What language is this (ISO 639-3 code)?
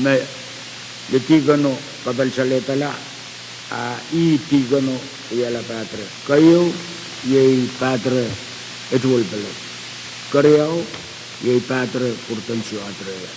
pon